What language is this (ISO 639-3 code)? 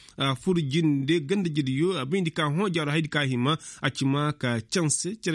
ses